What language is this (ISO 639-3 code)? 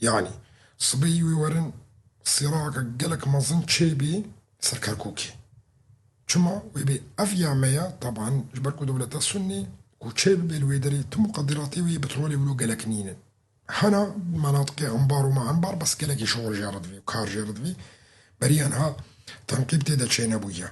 kur